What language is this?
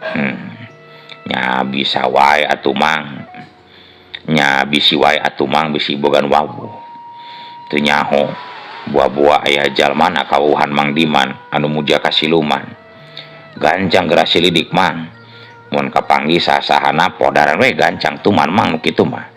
Sundanese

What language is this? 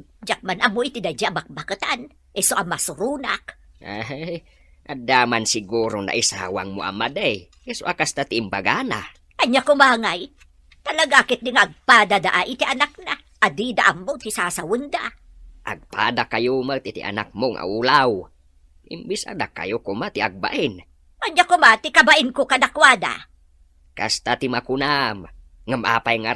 Iloko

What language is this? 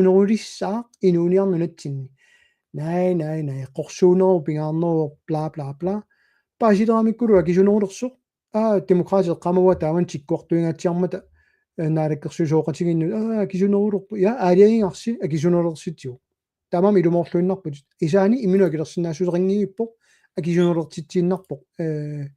Kalaallisut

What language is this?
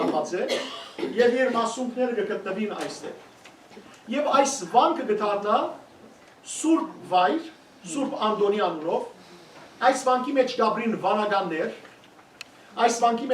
Western Armenian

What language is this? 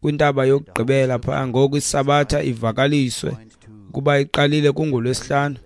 Xhosa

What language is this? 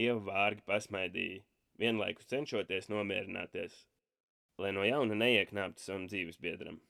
Latvian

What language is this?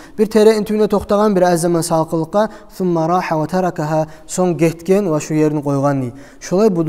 Kumyk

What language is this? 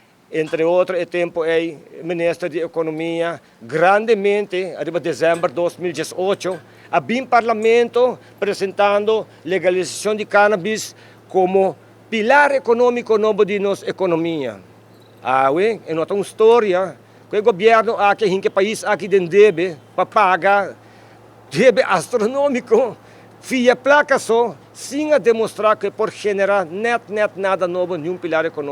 Papiamento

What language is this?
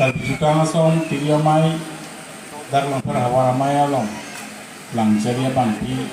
Karbi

